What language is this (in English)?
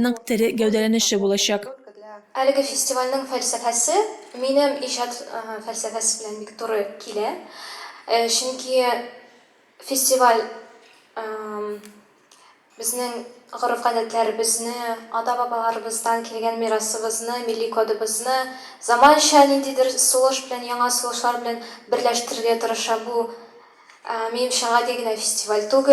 Tatar